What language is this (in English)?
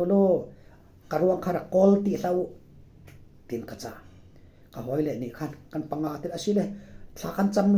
Falam Chin